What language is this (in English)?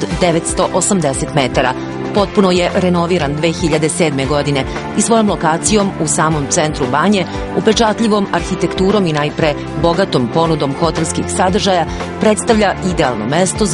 Serbian